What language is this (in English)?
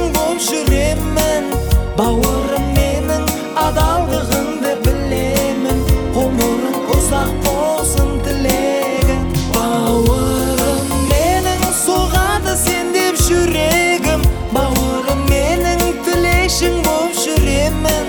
Kazakh